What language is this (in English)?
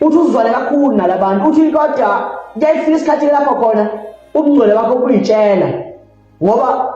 Zulu